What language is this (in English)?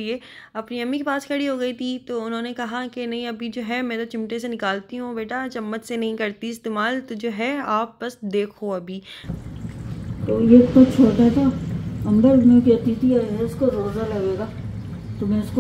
Hindi